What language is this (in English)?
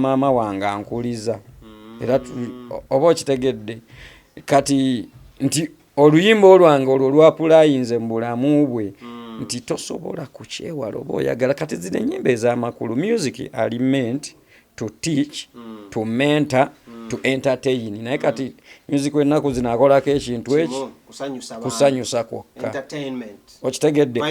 Ganda